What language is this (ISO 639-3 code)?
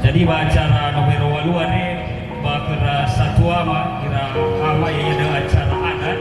nia